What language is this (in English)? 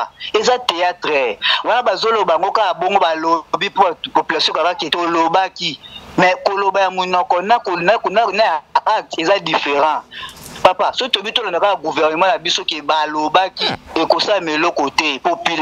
Lingala